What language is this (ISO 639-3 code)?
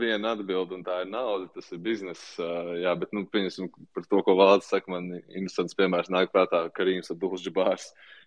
lav